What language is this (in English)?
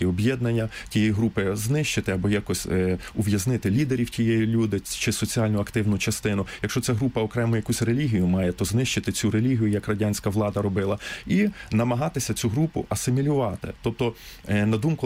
Ukrainian